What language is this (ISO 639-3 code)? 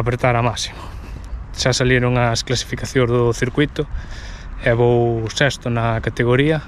glg